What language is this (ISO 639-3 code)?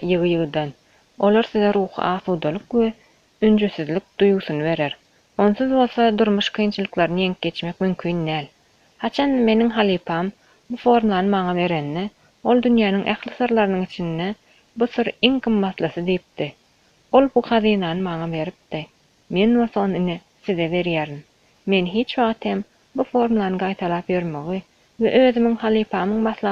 tuk